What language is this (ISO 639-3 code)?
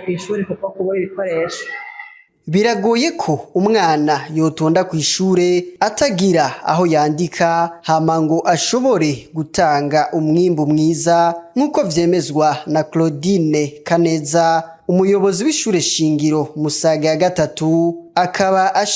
run